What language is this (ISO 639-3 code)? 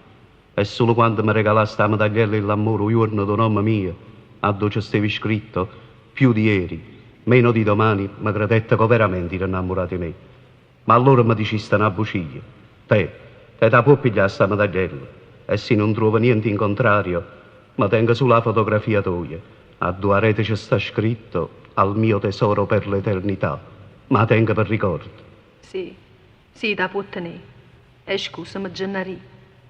nap